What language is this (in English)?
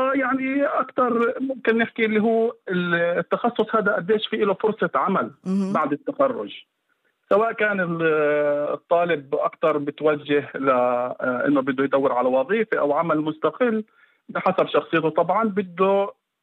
North Levantine Arabic